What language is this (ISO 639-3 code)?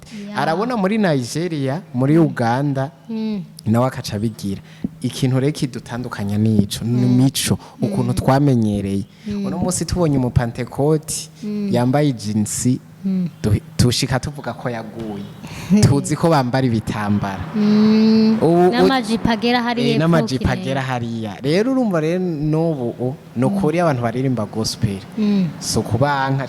run